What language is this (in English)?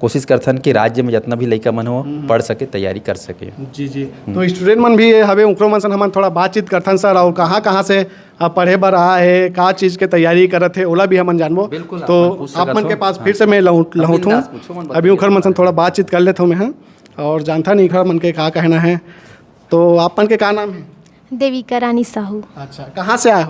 Chhattisgarhi